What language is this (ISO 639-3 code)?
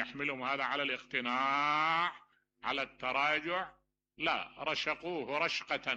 acm